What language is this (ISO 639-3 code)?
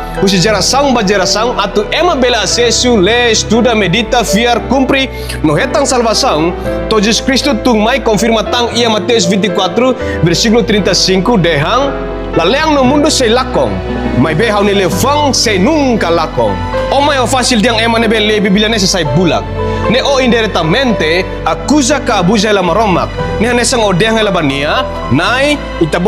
tet